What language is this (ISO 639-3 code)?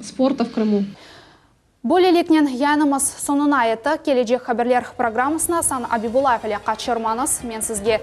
crh